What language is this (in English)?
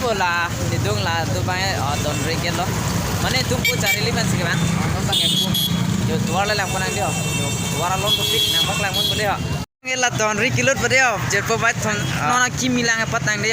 Karbi